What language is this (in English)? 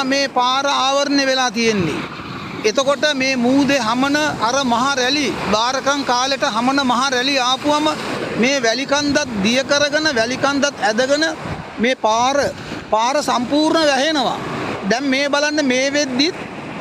Sinhala